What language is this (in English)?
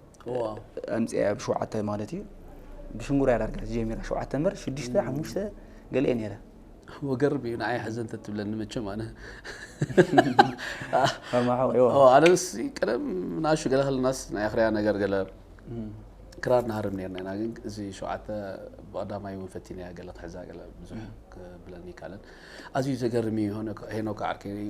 Tigrinya